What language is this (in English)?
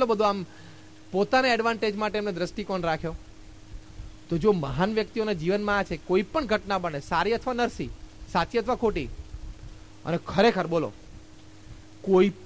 Gujarati